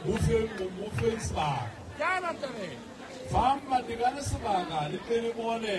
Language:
Southern Sotho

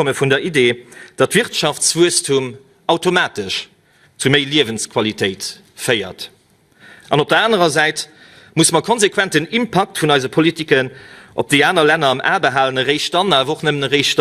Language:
Luxembourgish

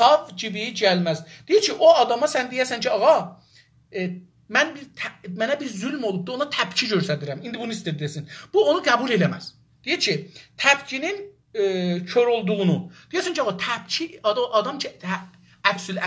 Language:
South Azerbaijani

